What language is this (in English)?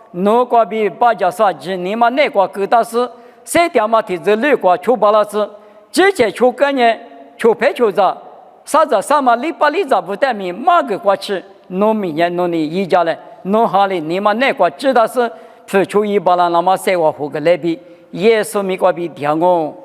Lisu